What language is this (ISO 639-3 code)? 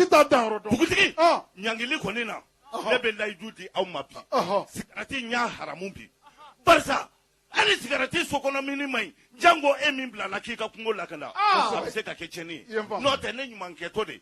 bam